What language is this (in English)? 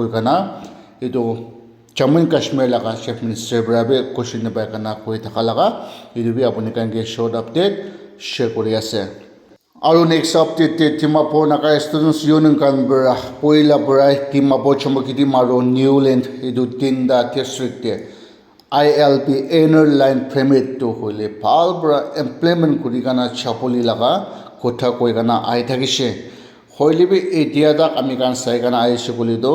Naga Pidgin